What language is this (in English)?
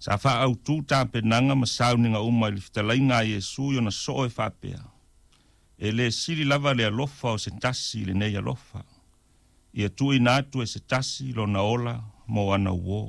Samoan